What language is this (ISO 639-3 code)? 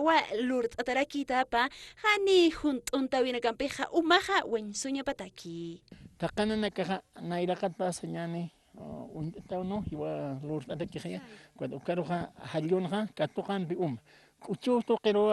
aym